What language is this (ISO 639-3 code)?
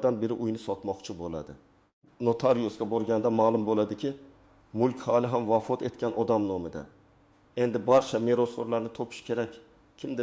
uzb